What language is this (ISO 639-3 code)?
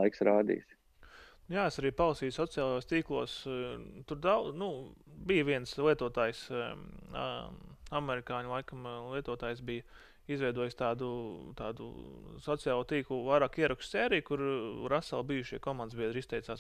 lav